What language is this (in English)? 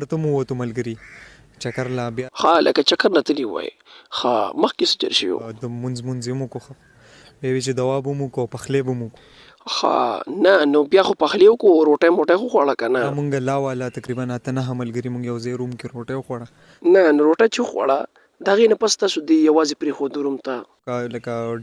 Pashto